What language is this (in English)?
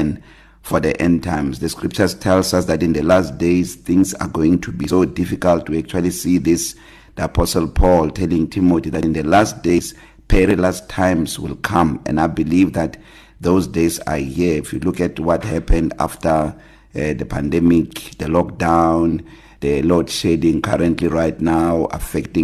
English